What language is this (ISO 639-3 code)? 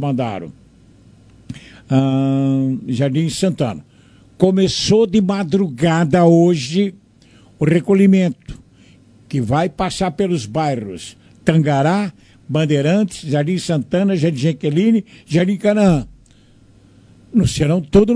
por